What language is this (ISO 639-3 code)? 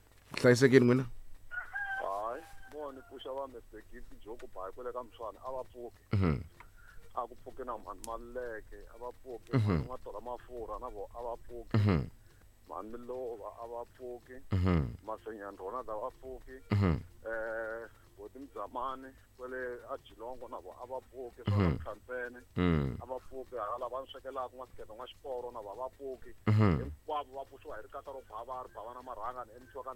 tso